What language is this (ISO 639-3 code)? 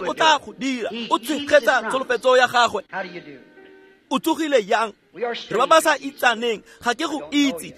tsn